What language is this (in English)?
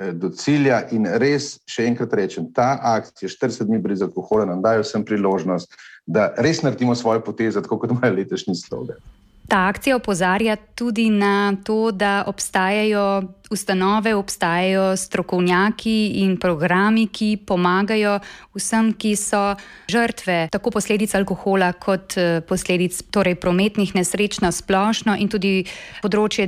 Slovenian